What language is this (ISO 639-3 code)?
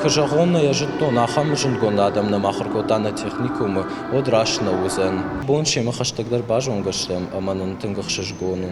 oss